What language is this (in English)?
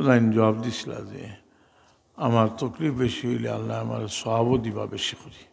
Sylheti